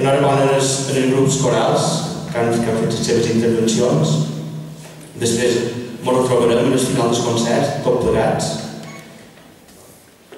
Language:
Catalan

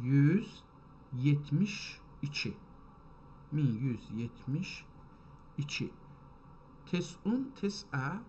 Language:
South Azerbaijani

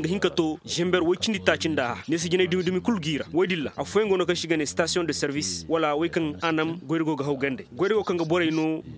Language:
Koyraboro Senni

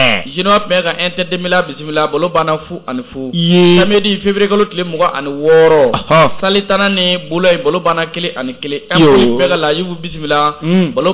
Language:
Bambara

